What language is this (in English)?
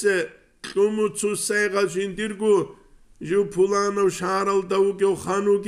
Avaric